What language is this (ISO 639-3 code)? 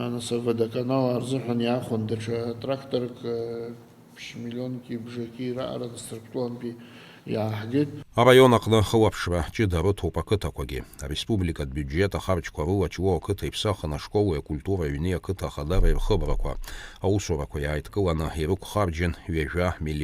abk